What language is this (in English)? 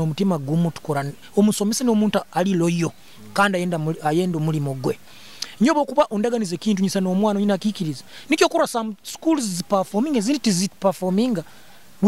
Nyoro